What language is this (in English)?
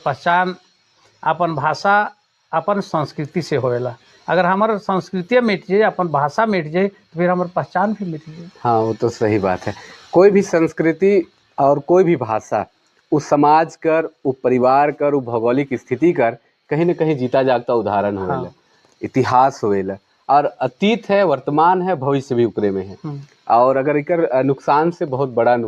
Sadri